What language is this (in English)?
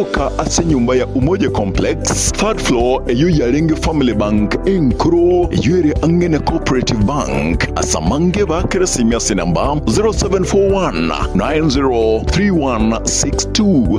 Gusii